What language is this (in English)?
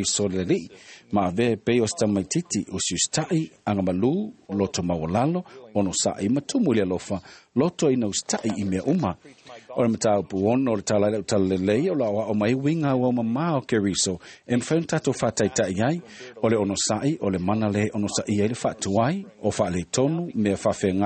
Samoan